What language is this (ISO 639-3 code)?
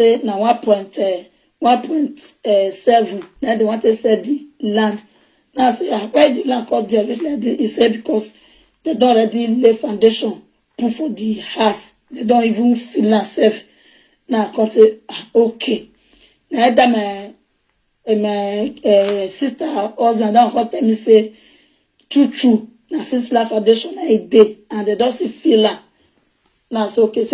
pcm